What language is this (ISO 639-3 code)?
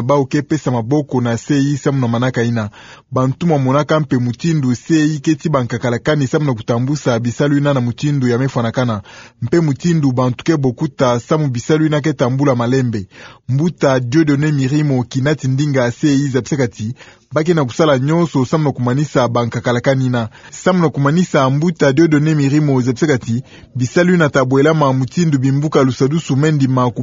ktu